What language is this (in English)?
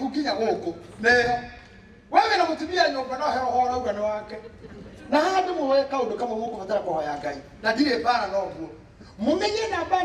Kikuyu